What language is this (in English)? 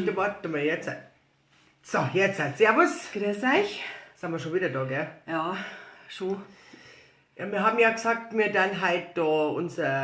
Bavarian